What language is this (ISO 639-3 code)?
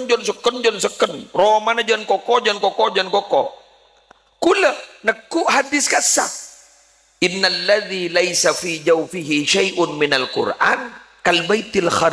mad